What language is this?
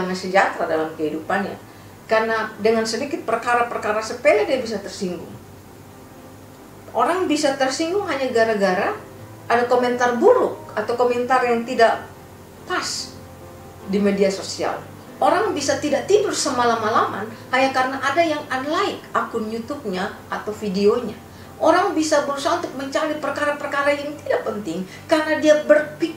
Indonesian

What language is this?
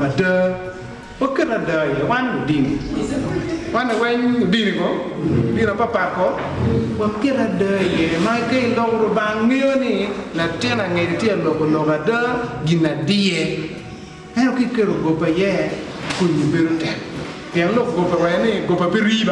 Acoli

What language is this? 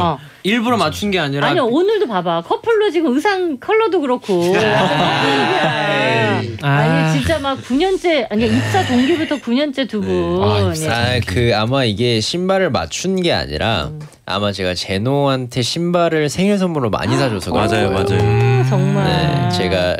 Korean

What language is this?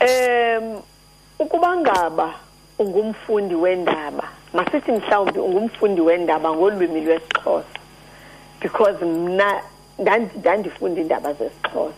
Xhosa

